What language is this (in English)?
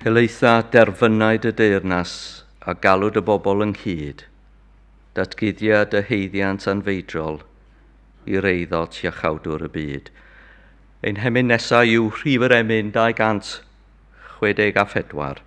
Welsh